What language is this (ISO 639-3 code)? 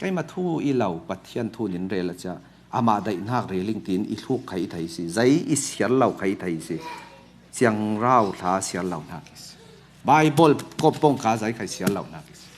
cfm